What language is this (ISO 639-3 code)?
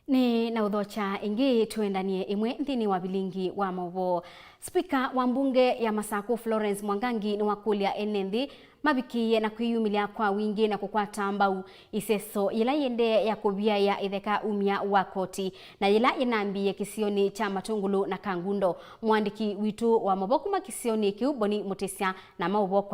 kam